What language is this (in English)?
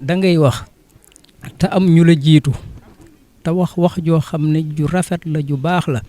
Wolof